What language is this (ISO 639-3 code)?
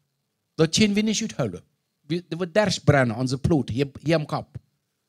pdt